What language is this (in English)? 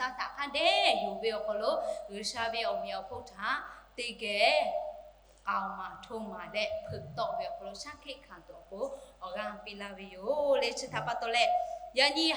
Lahu